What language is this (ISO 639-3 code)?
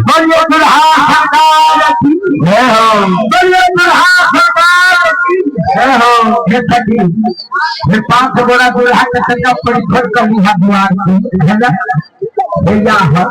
mai